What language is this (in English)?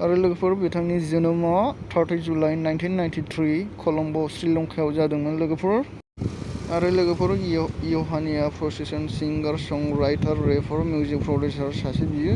Bodo